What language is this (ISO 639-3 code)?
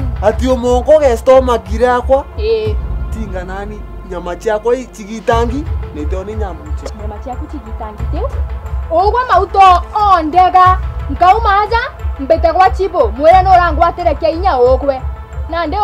mer